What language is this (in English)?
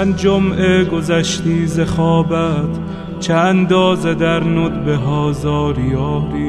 Persian